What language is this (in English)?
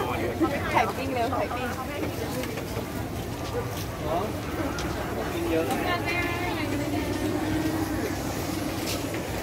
Thai